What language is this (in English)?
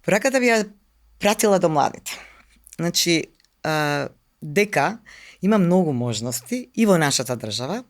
Macedonian